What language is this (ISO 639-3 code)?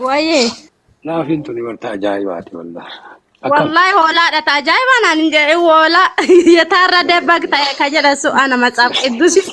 orm